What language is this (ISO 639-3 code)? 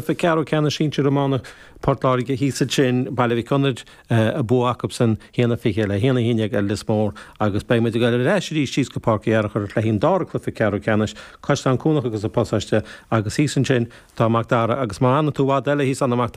gle